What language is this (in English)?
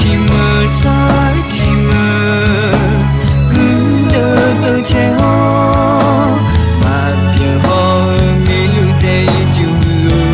Akha